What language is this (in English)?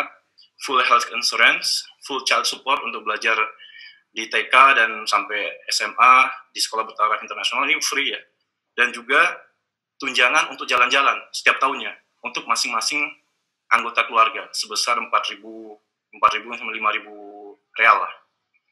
Indonesian